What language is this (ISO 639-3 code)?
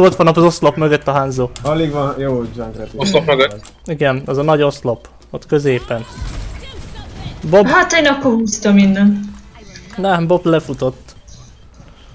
hun